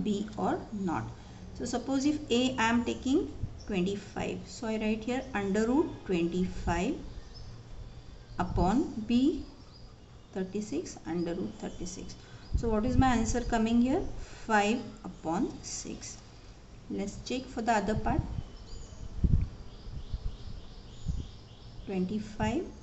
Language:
English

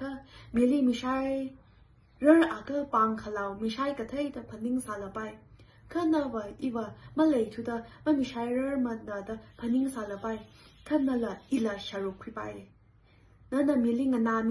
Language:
Tangkhul Naga (India)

